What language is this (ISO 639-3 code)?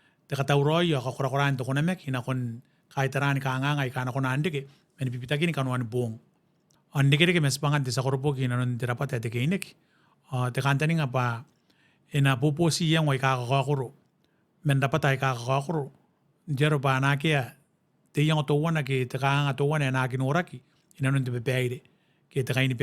gil